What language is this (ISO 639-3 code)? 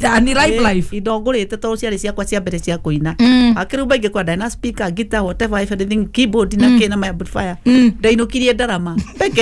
kik